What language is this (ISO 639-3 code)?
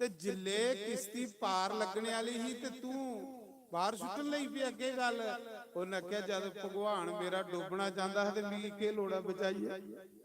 doi